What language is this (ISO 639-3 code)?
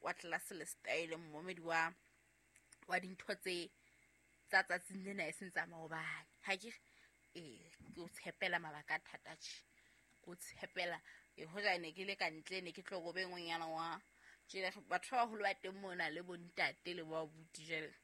sot